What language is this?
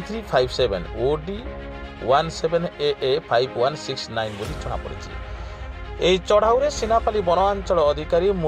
Odia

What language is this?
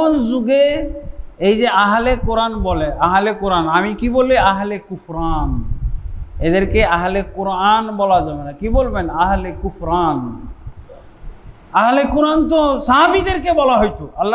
Bangla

